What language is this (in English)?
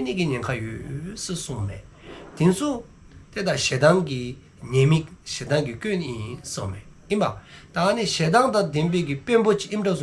Dzongkha